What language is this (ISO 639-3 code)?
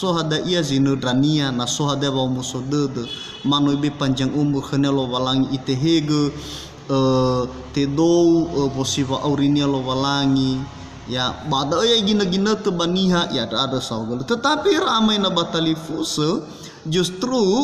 nia